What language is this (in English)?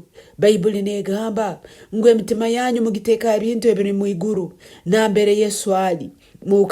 Nyoro